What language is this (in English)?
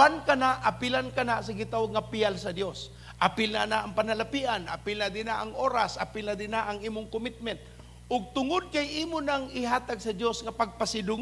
Cebuano